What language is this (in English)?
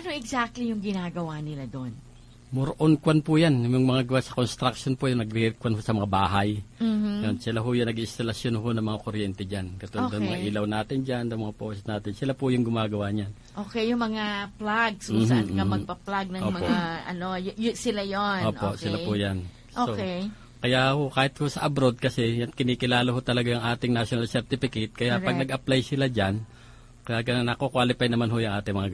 Filipino